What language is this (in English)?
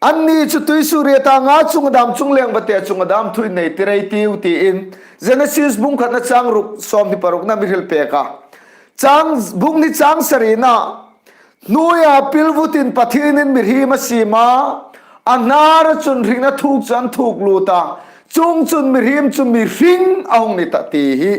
Hmar